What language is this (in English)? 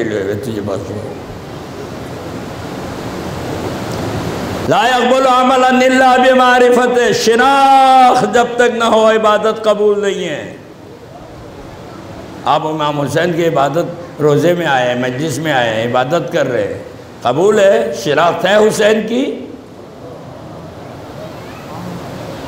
Urdu